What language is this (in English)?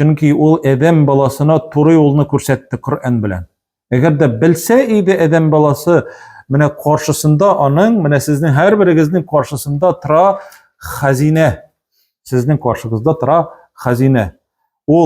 Tatar